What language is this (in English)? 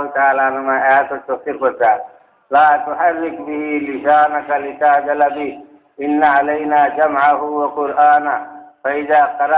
Sylheti